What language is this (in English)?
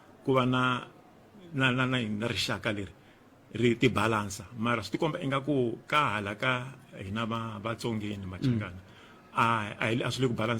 Tsonga